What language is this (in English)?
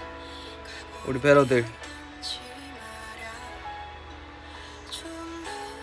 Korean